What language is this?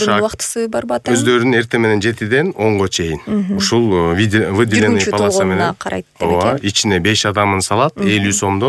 Kyrgyz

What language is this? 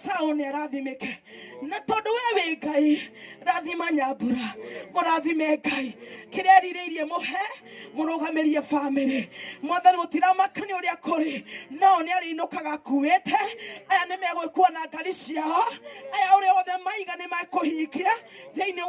Kikuyu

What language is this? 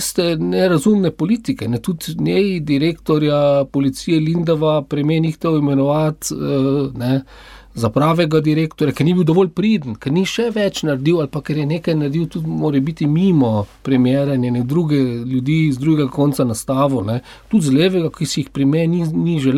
Slovenian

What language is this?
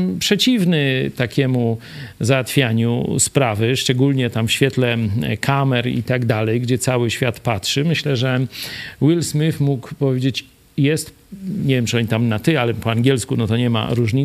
Polish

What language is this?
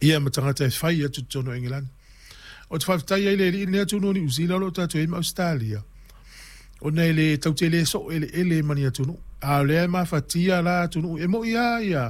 Samoan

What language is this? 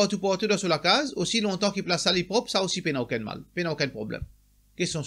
Morisyen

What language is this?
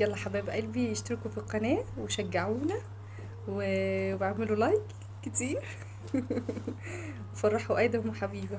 Egyptian Arabic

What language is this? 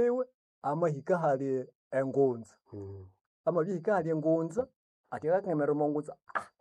Nande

